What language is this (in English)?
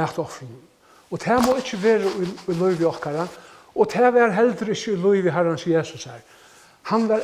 Faroese